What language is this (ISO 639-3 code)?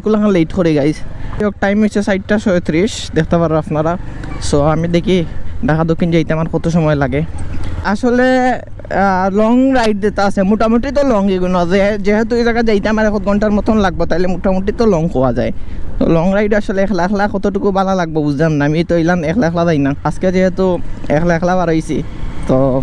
syl